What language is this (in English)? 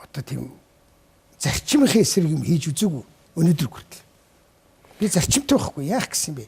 Mongolian